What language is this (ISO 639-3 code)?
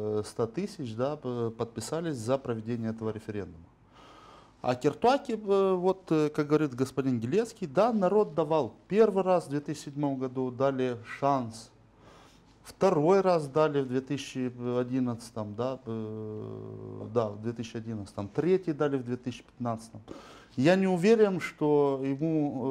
rus